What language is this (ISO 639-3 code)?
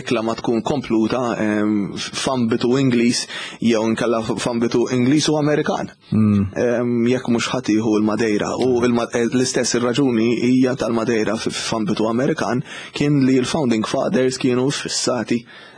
mlt